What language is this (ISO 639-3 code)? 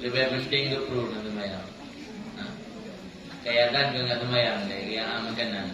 ace